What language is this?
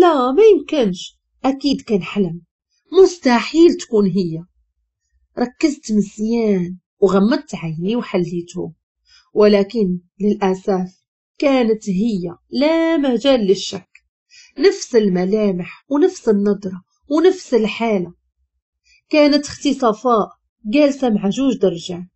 Moroccan Arabic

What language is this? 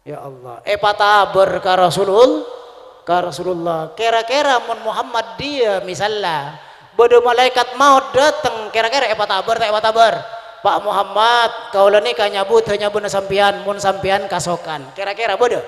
Madurese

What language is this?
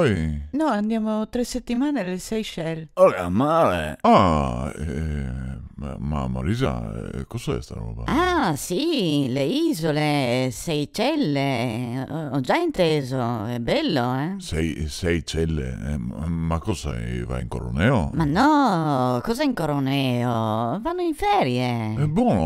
Venetian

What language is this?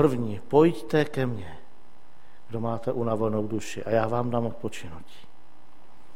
Czech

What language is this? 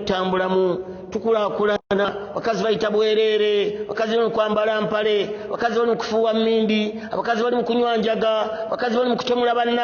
Ganda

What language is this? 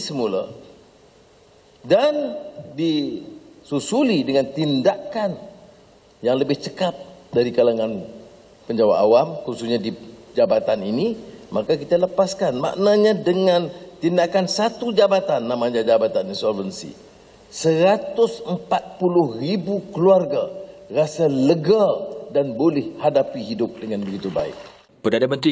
Malay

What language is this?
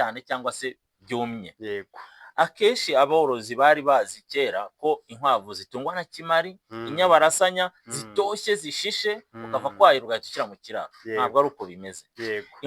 Kinyarwanda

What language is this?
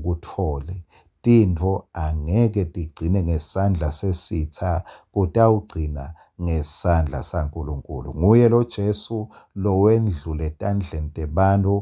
Swati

